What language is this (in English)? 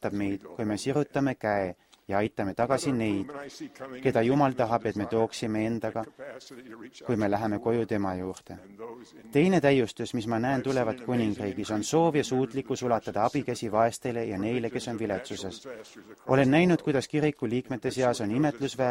Estonian